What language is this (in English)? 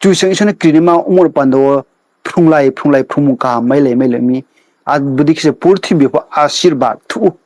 Riang (India)